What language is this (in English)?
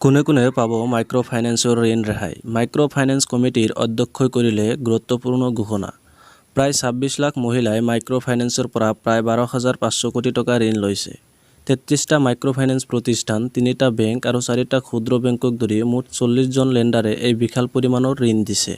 Assamese